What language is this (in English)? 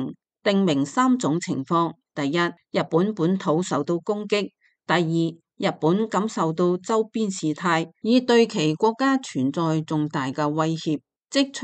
Cantonese